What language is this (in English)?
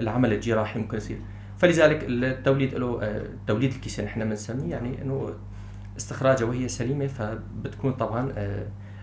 North Levantine Arabic